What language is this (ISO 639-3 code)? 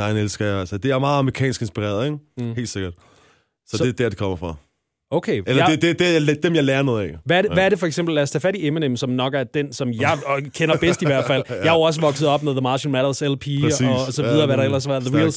dan